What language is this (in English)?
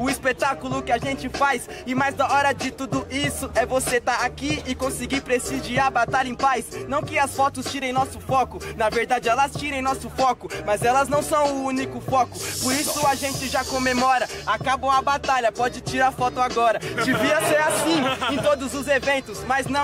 Portuguese